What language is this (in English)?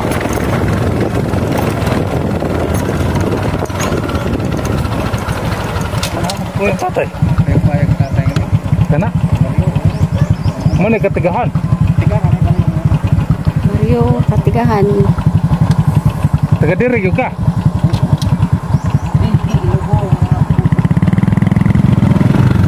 Cebuano